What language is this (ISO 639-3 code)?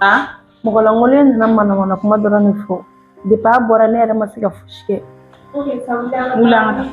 bam